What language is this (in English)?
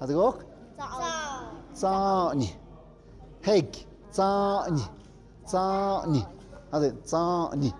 Tlahuitoltepec Mixe